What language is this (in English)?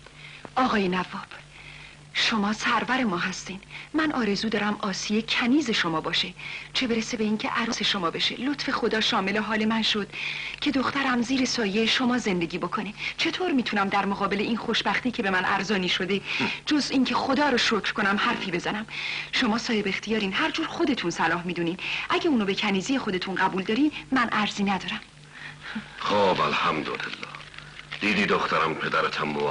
Persian